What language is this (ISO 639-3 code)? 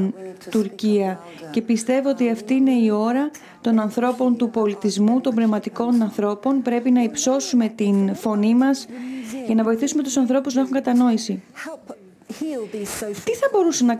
ell